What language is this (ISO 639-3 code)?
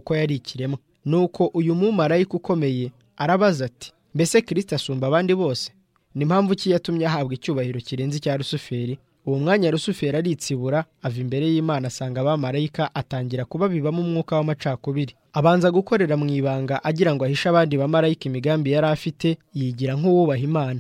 kin